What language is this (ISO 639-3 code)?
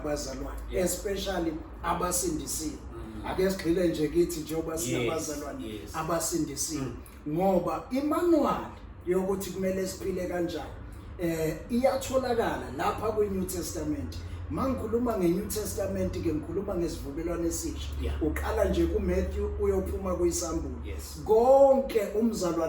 zul